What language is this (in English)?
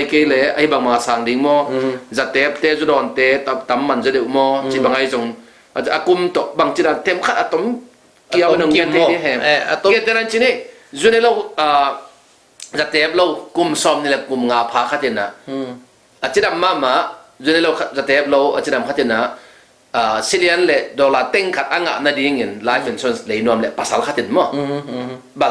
Tedim Chin